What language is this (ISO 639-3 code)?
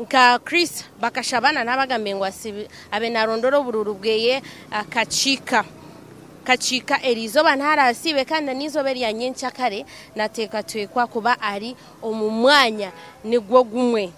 nyn